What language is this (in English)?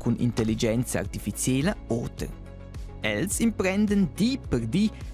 Romansh